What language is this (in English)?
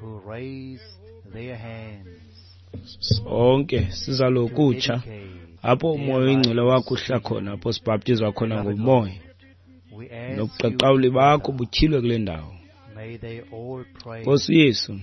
Xhosa